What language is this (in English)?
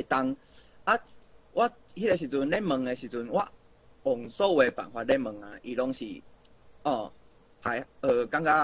Min Nan Chinese